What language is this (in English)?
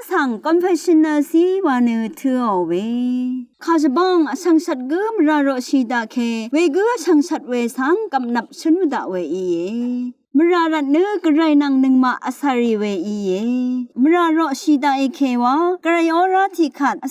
Rawang